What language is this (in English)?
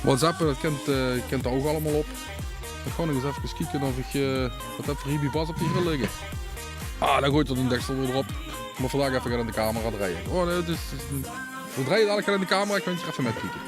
Limburgish